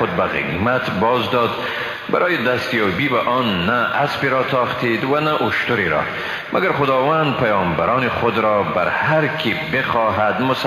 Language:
Persian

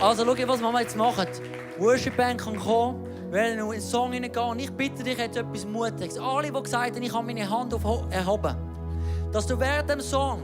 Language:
Swiss German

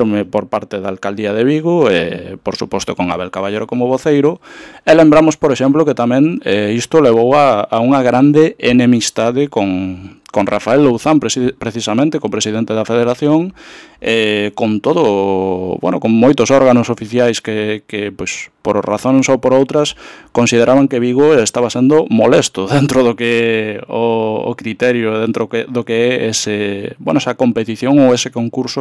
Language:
Galician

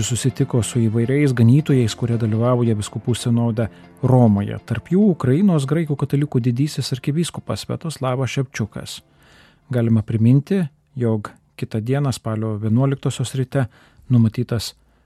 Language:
Lithuanian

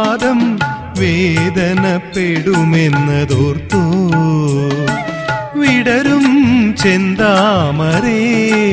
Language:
Malayalam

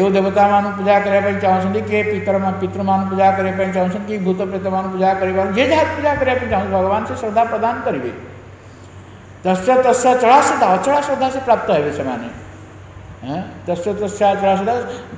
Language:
Odia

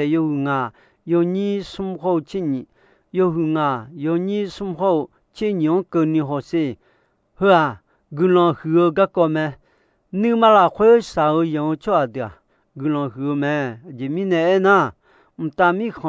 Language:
Akha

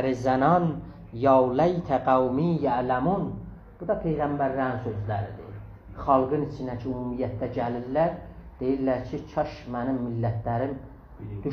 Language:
South Azerbaijani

